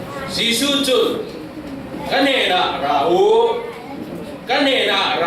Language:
Falam Chin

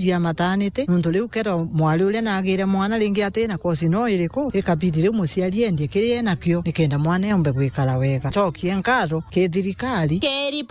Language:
Meru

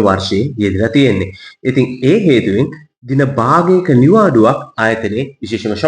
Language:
Sinhala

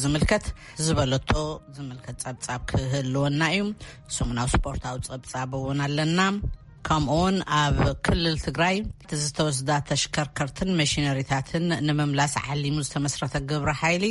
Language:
Tigrinya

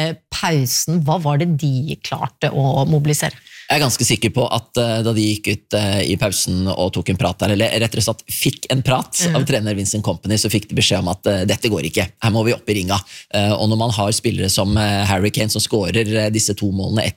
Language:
Norwegian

